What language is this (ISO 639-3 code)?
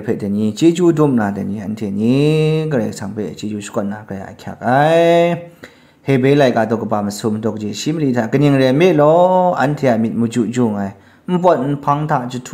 kac